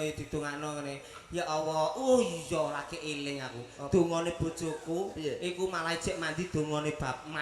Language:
Javanese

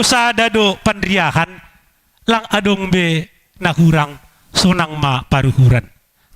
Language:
Batak Simalungun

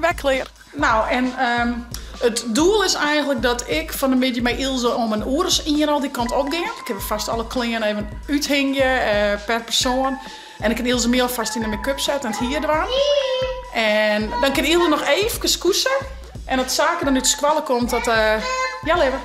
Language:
Western Frisian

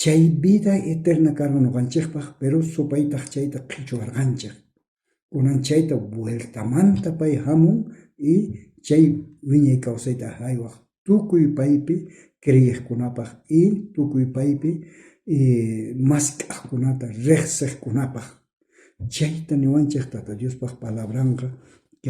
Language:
South Bolivian Quechua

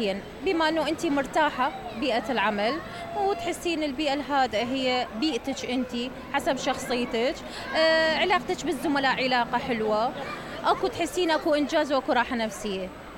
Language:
Mesopotamian Arabic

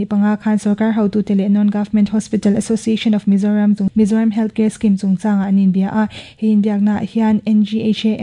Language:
Mizo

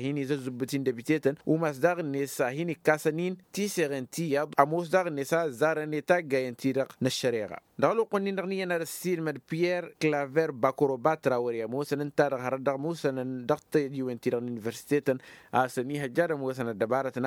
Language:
Tamasheq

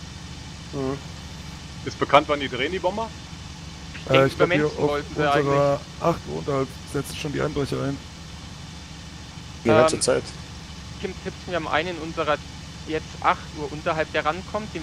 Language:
German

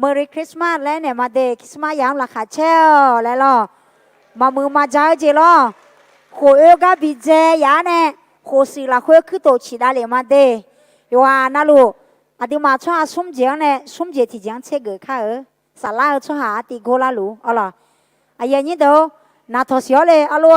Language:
Akha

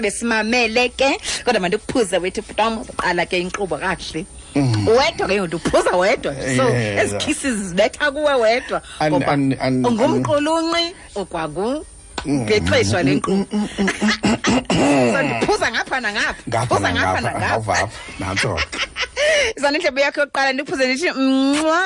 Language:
Xhosa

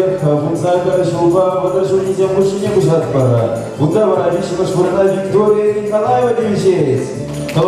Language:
Chuvash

